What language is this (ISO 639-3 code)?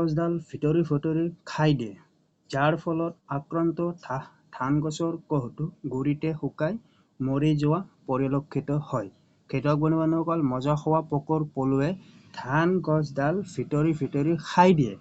asm